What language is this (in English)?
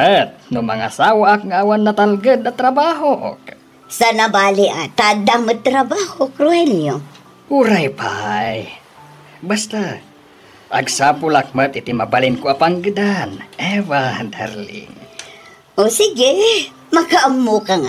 Iloko